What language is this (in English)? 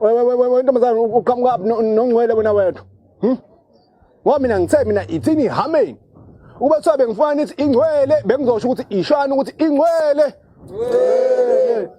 Zulu